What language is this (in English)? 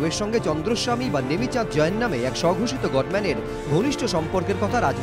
Bangla